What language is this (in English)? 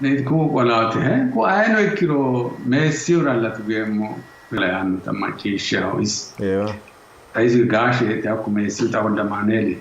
Sidamo